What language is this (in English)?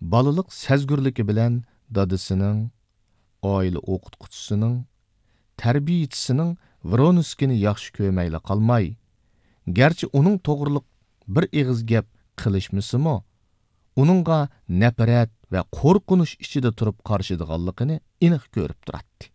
Uyghur